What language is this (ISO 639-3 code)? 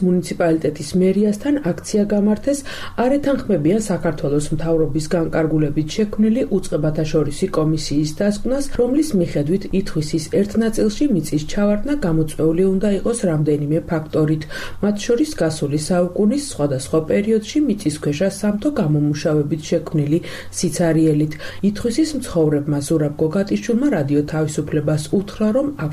kat